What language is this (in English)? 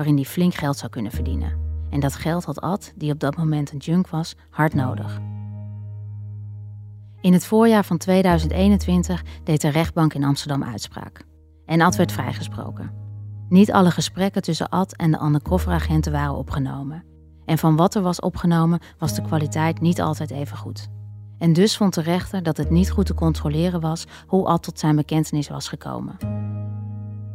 Dutch